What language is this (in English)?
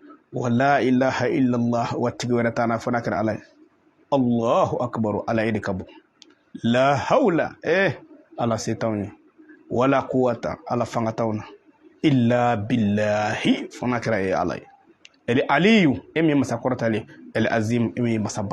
Bambara